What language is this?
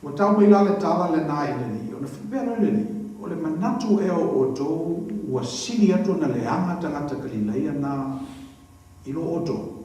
Samoan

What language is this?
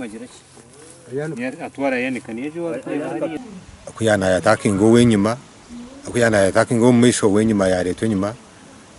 Nyankole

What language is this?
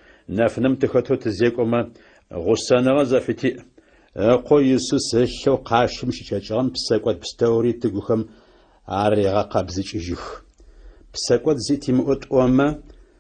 Adyghe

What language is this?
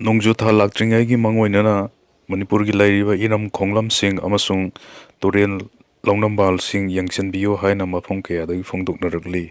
Manipuri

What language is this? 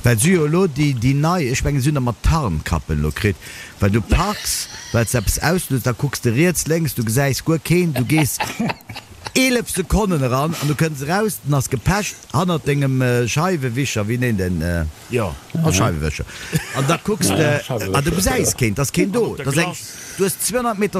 Luxembourgish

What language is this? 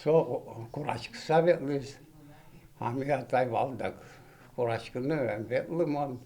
Udmurt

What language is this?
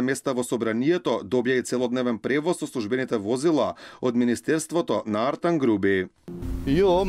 Macedonian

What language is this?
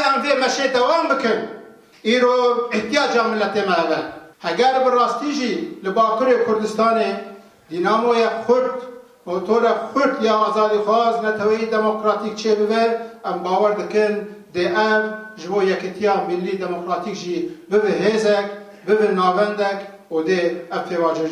Kurdish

